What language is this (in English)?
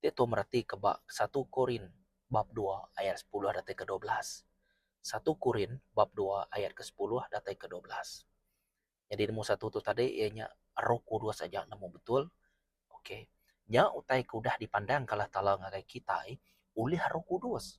Iban